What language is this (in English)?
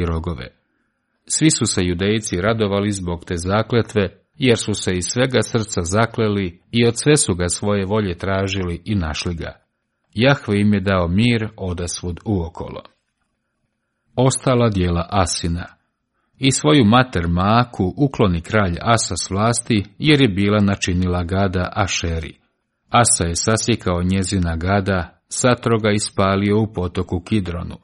Croatian